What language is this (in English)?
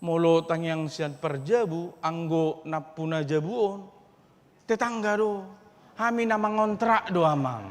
Batak Toba